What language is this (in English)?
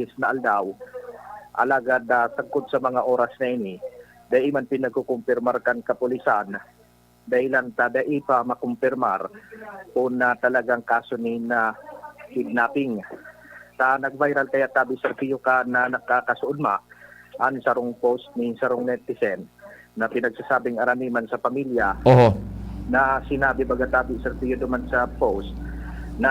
Bikol